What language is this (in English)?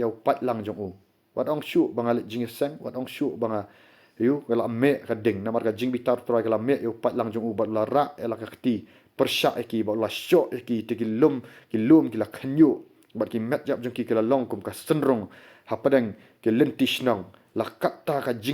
Khasi